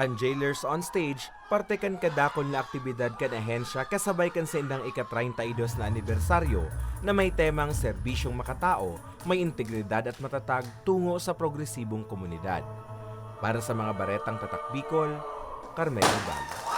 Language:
Bikol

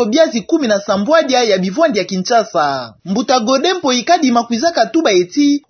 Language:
Kituba (Democratic Republic of Congo)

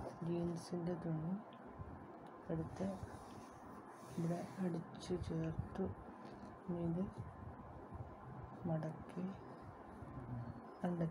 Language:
Malayalam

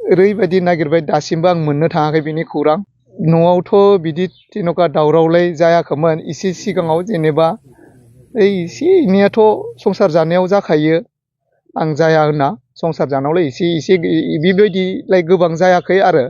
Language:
Bodo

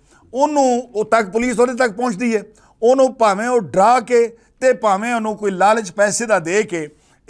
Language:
Western Panjabi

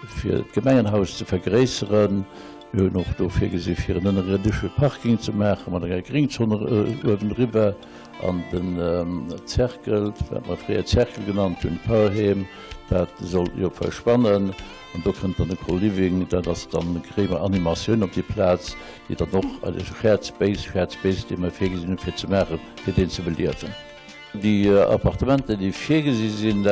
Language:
Luxembourgish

